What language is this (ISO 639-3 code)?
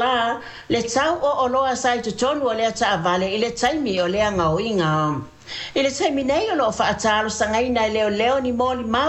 smo